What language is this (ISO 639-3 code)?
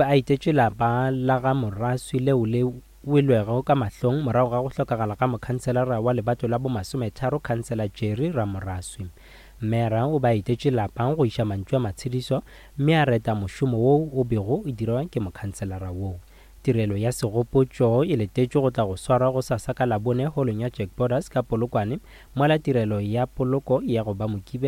nso